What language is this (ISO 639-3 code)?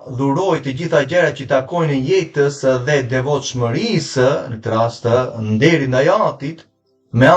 sqi